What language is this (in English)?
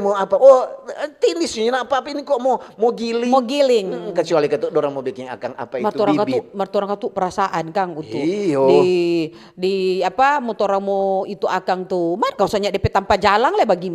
Manado Malay